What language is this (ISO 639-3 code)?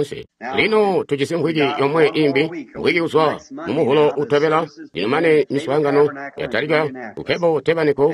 toi